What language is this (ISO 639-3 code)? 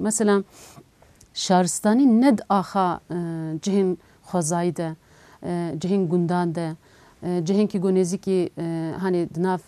kur